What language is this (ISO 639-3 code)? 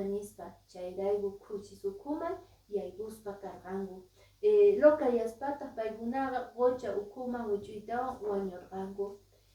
que